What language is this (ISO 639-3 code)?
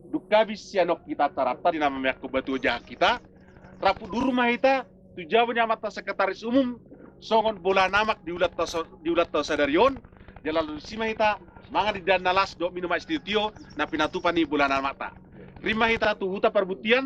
bbc